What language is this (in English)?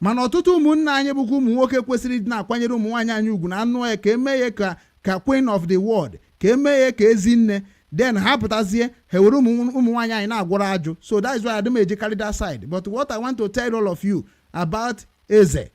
Igbo